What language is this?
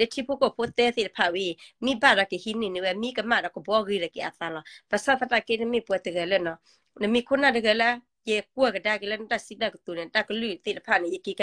S'gaw Karen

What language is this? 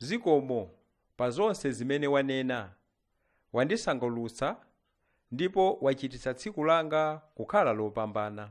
Nyanja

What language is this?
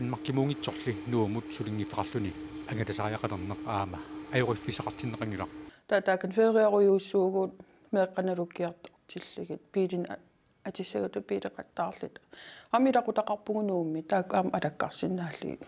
Kalaallisut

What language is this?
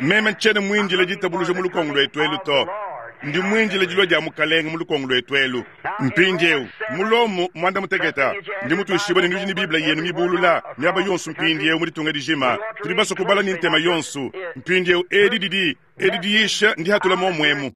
Luba-Lulua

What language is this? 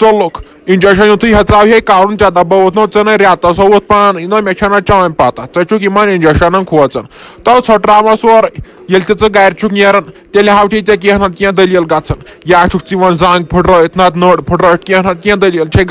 Kashmiri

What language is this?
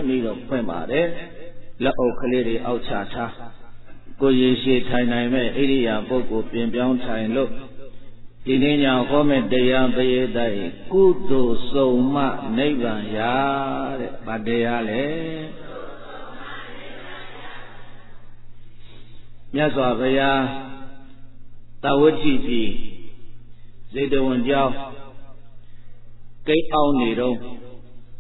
Burmese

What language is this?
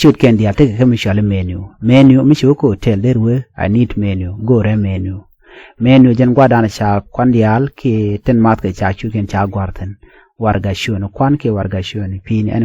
Nuer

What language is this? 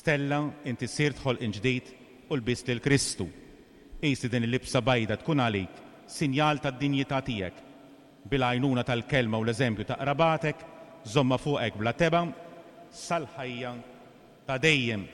Maltese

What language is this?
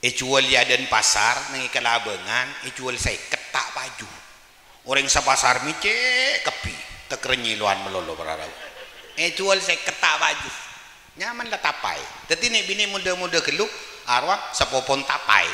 Madurese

